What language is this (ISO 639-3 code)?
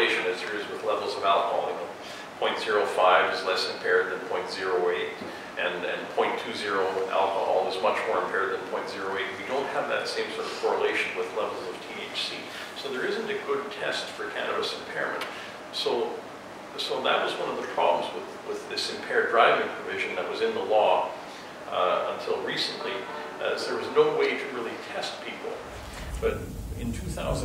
eng